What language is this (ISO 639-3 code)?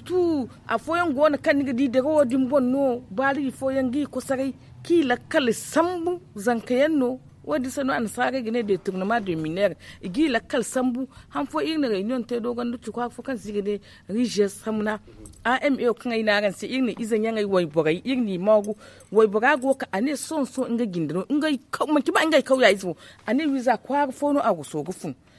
dje